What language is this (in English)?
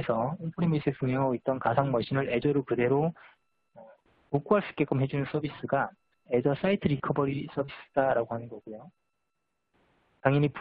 Korean